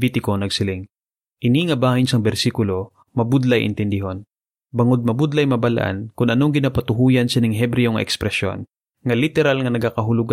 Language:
Hiligaynon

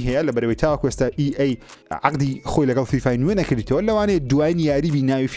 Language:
Central Kurdish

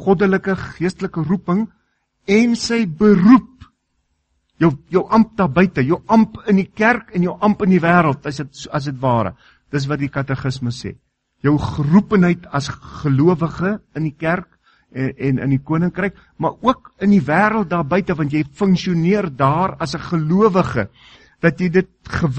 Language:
Afrikaans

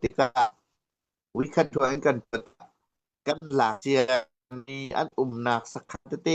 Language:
Hakha Chin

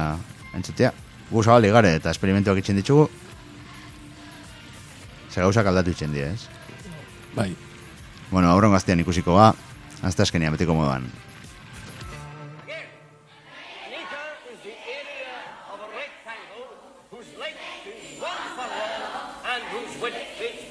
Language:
Basque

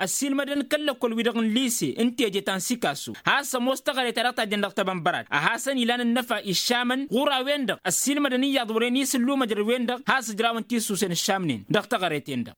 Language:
Tamasheq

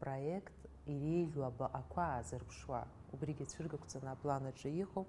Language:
Abkhazian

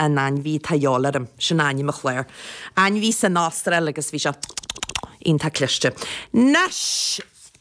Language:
Irish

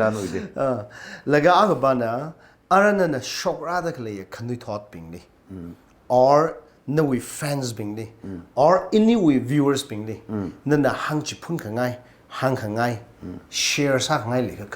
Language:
Tangkhul Naga (India)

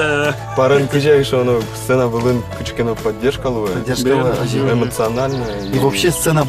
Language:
Udmurt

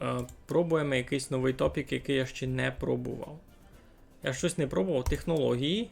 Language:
Rusyn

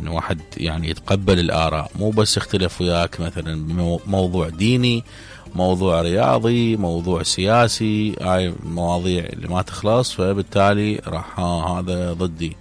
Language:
Mesopotamian Arabic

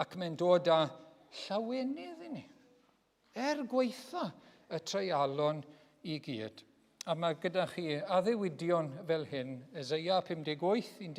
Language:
Welsh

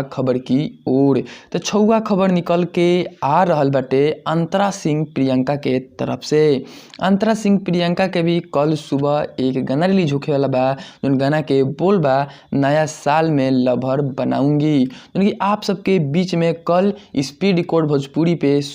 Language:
Bhojpuri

